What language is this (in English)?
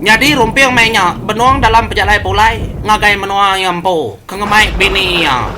Iban